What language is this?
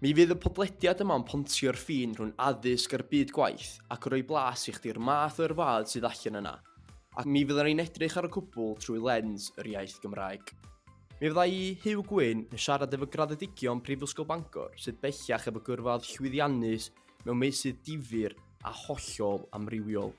Welsh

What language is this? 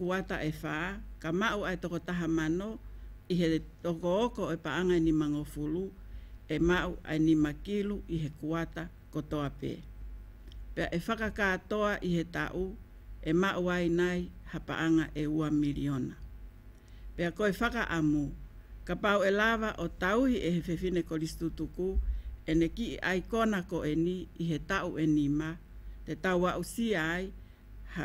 Tongan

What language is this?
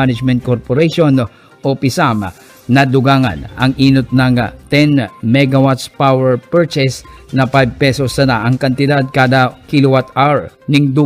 Bikol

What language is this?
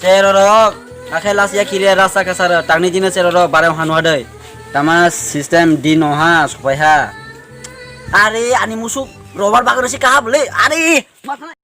Kok Borok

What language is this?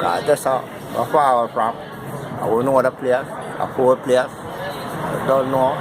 Jamaican Creole English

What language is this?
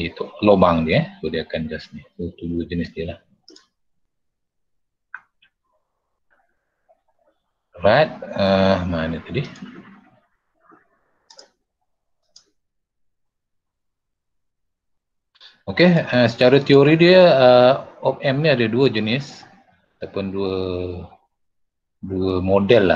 Malay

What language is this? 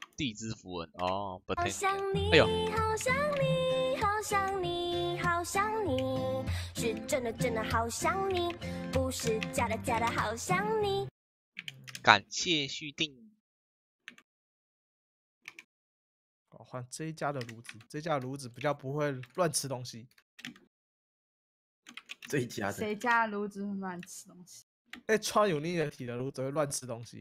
Chinese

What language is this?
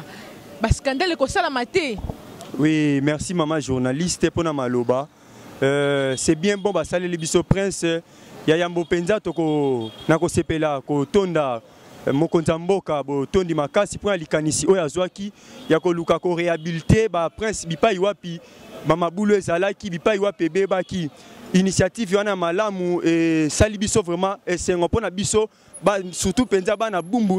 Lingala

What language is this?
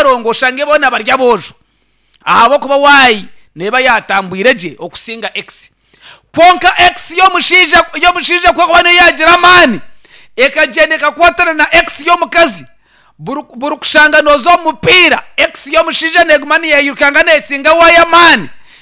Nyankole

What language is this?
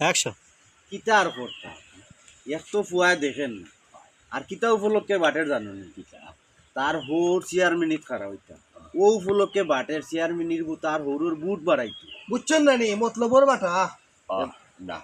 Sylheti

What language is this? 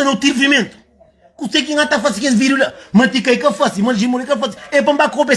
Kabuverdianu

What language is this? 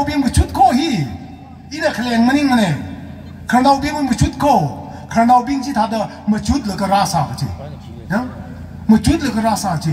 Tangkhul Naga (India)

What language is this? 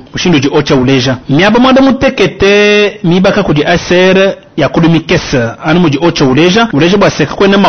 Luba-Lulua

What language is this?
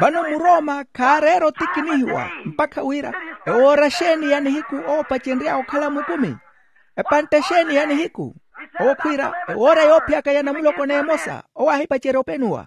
Makhuwa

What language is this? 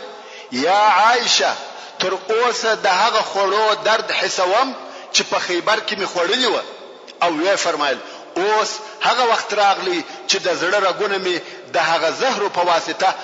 Pashto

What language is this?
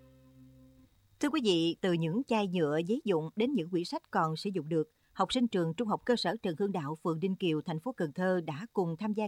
Vietnamese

